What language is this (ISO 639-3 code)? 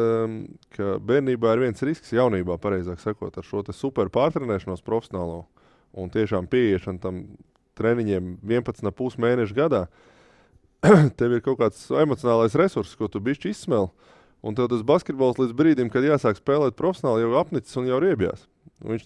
lav